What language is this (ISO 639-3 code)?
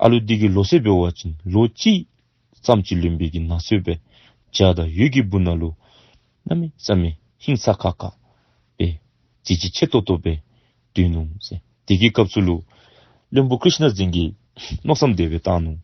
dzo